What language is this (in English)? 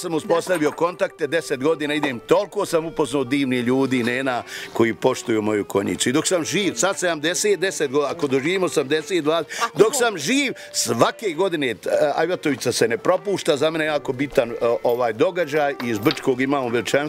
Bosnian